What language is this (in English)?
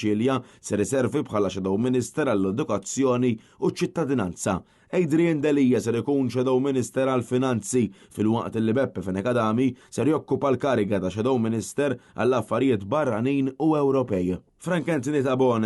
Maltese